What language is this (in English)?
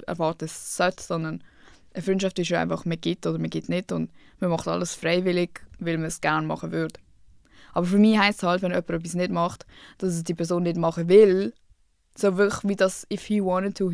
Swiss German